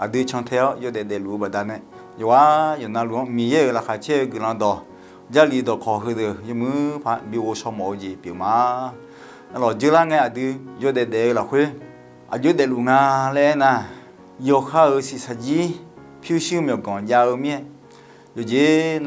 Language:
Akha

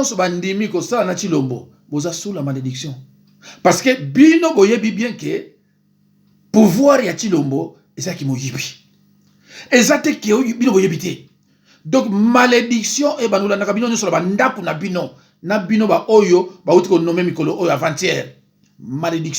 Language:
Lingala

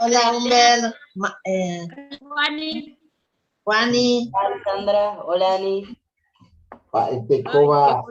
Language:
Guarani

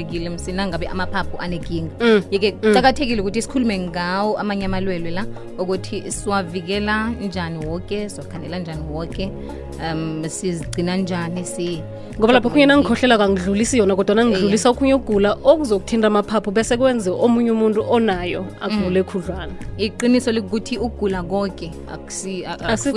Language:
South Ndebele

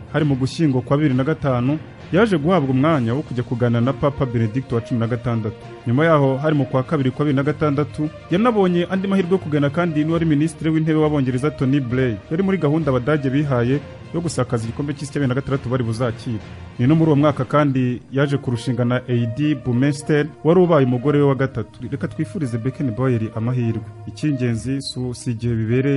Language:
Kinyarwanda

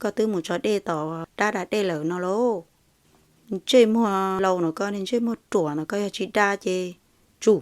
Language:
Hmong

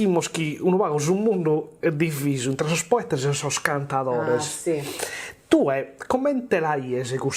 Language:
Sardinian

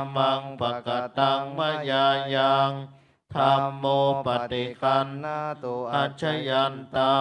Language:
Pali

